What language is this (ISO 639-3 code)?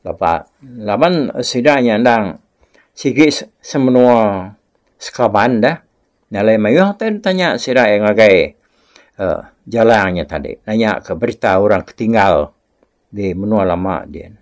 iba